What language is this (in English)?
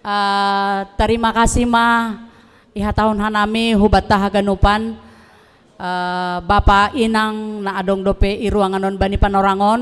Batak Simalungun